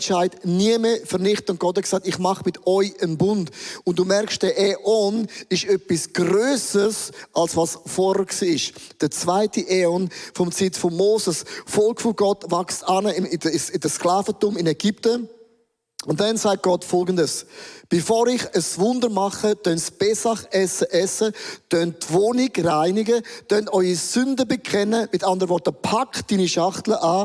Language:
Swiss German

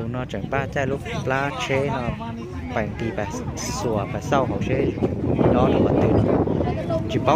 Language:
Hmong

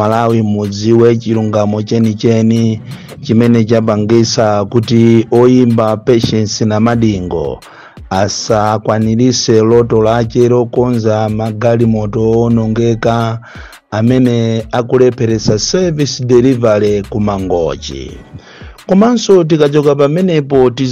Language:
Nyanja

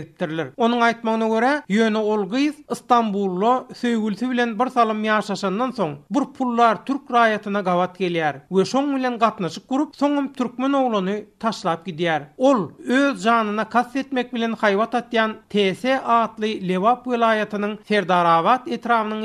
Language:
Turkmen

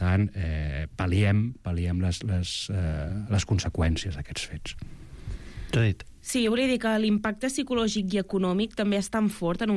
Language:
Catalan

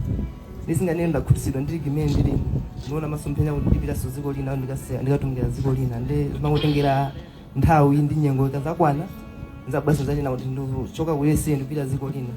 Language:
Nyanja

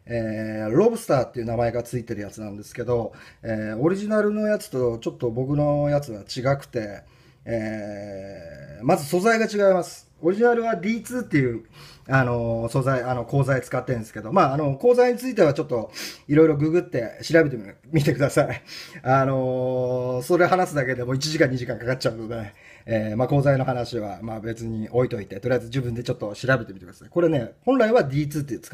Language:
Japanese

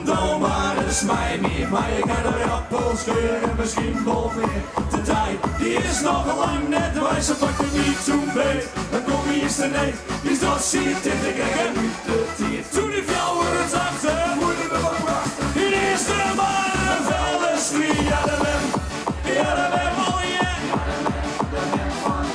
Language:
Western Frisian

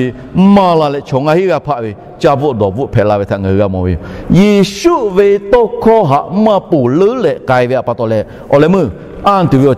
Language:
Lahu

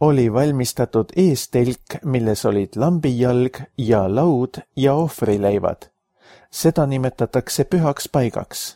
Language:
Estonian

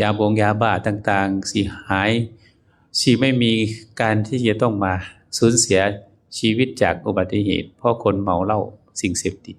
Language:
Northeastern Thai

